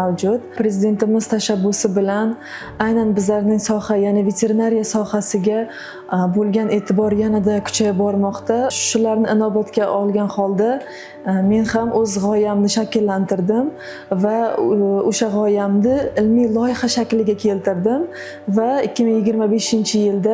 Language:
Uzbek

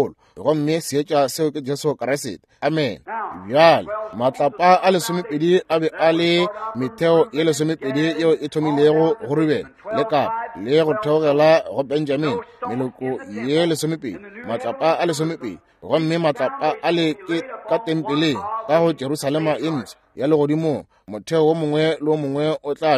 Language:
Northern Sotho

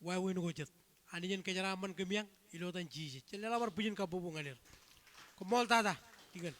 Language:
Marshallese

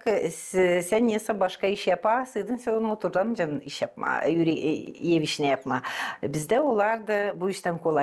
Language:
Gagauz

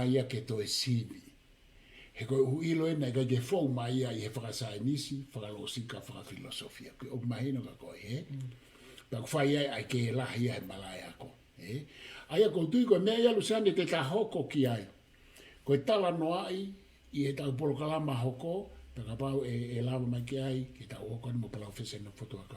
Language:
Tongan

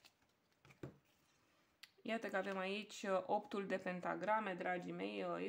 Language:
Romanian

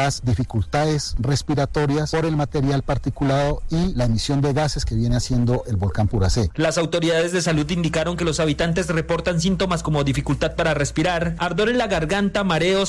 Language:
Spanish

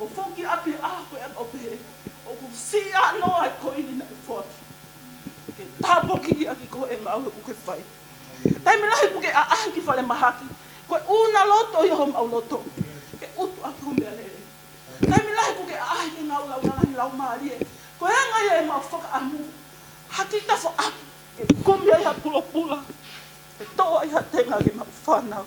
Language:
Tongan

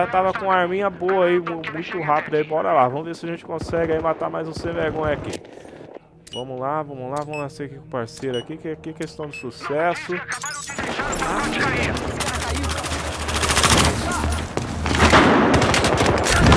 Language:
Portuguese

